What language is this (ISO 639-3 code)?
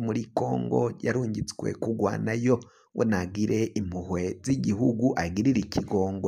run